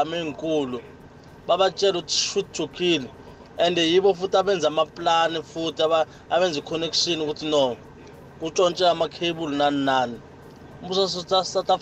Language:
South Ndebele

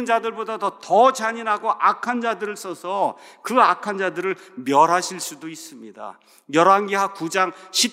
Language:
Korean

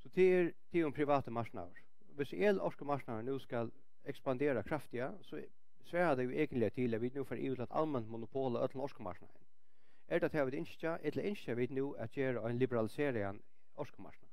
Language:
Faroese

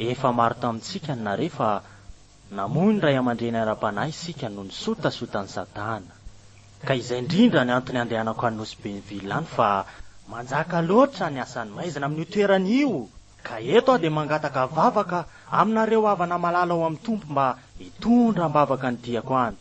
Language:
Malagasy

